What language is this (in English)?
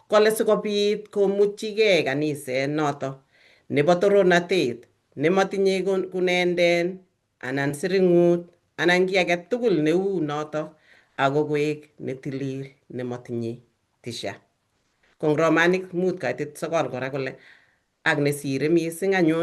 Kalenjin